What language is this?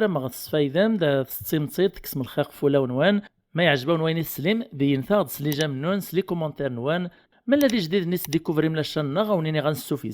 Kabyle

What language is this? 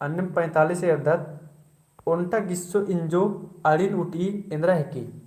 Kurukh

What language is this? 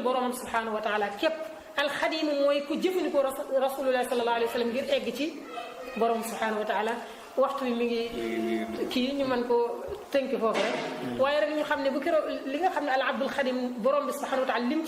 Wolof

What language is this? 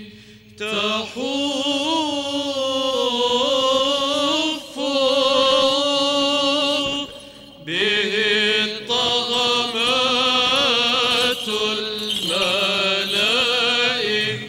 Arabic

